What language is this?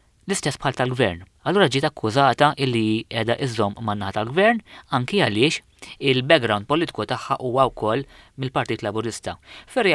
Maltese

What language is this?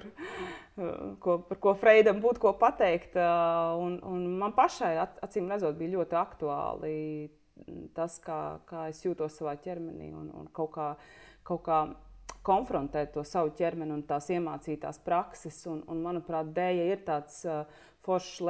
Latvian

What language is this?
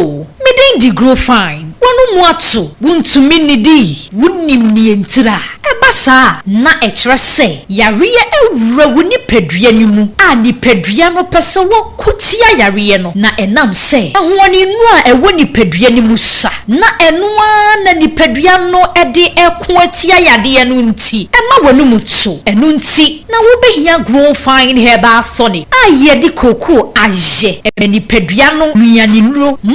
Akan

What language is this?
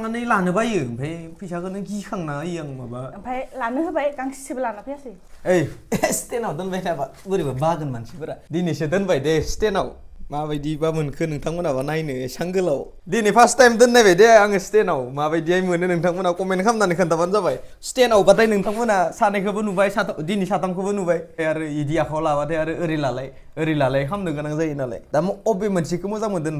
Bodo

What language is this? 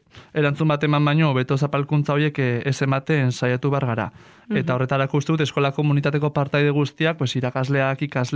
Basque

